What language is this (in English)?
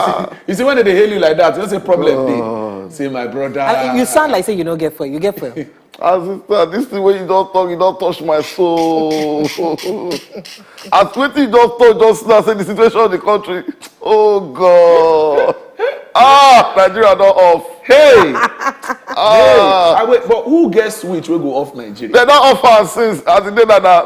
Nigerian Pidgin